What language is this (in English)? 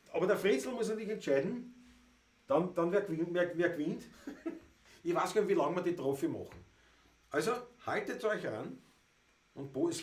Bavarian